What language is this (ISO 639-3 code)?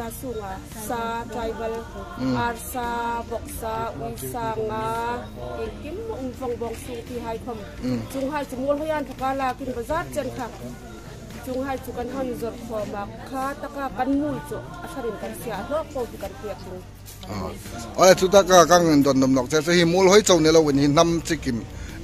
hmr